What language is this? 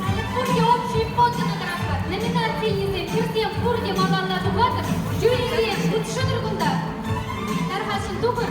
Chuvash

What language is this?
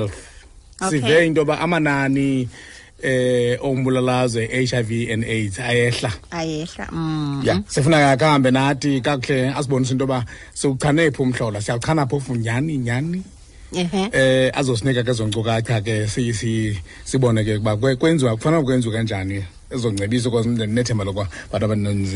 Xhosa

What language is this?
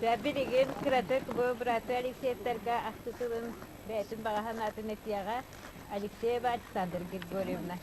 Yakut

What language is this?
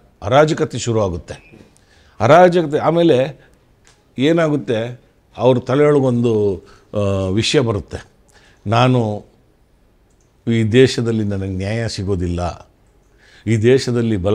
Kannada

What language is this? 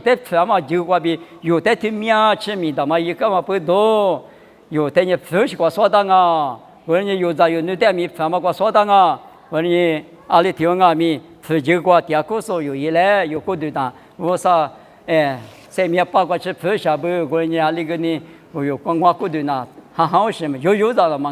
Lisu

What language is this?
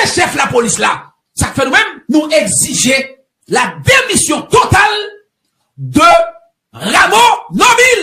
Haitian Creole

